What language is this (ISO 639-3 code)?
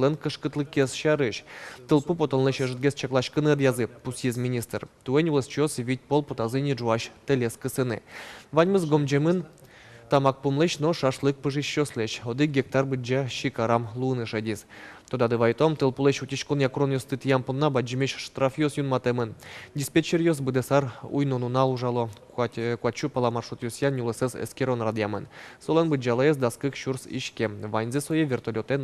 udm